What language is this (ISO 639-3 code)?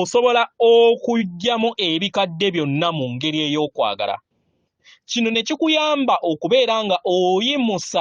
lug